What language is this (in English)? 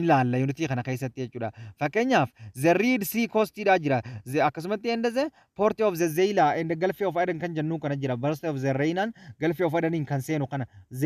Oromo